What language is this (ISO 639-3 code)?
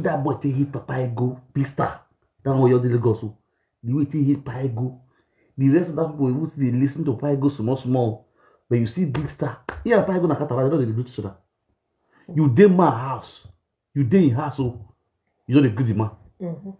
pcm